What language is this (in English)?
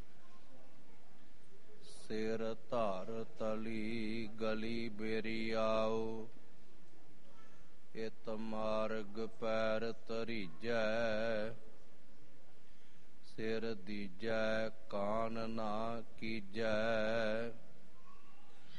Punjabi